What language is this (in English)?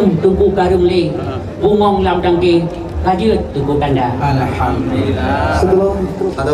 Achinese